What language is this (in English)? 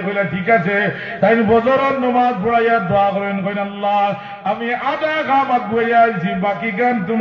Sylheti